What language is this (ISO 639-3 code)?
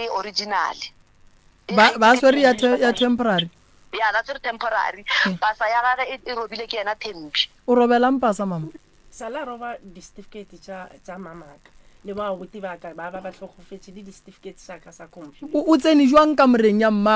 nso